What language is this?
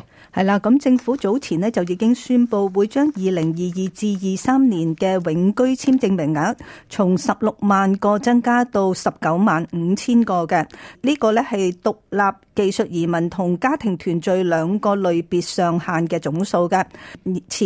Cantonese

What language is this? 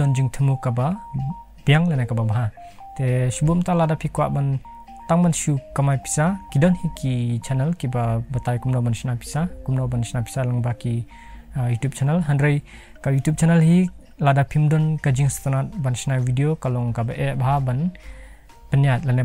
Khasi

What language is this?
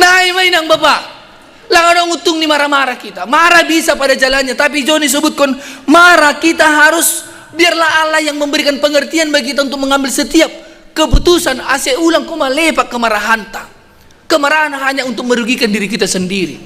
Batak Simalungun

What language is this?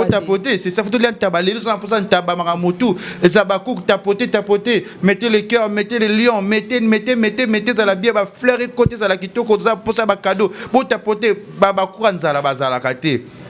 Lingala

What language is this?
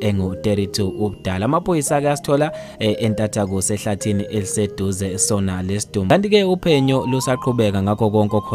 Zulu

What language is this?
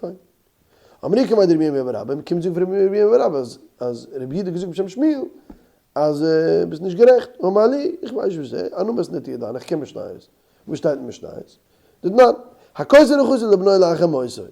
Yiddish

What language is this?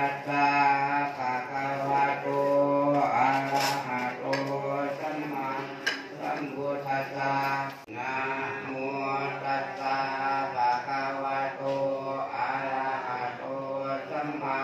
Pali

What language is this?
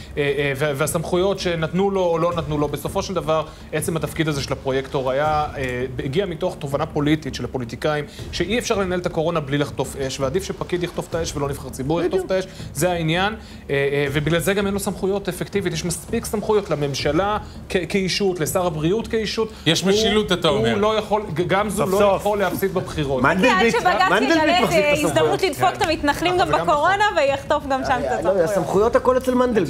Hebrew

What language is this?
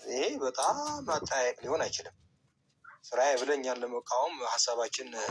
Amharic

